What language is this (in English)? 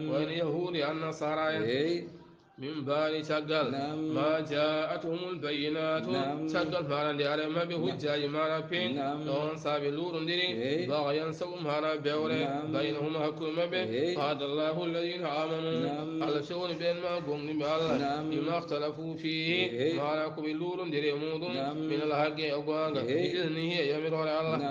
Fula